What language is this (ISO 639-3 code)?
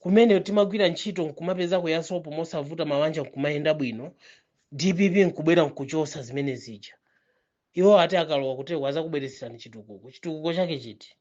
nya